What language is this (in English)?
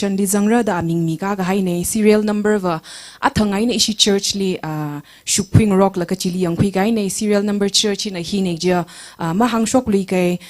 Tangkhul Naga (India)